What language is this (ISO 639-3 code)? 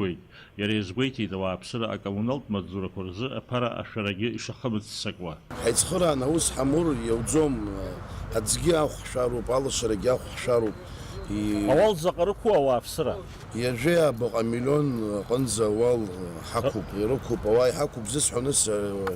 abk